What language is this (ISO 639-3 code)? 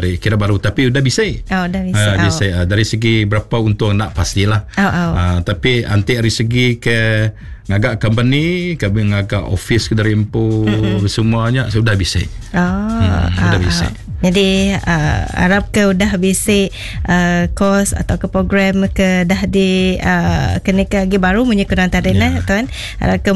iba